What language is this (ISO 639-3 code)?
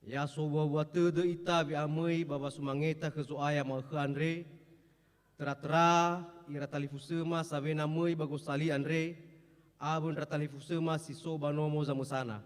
nia